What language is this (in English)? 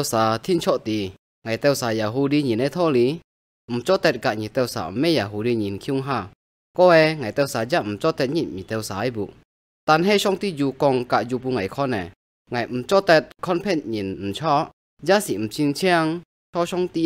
Hakka Chinese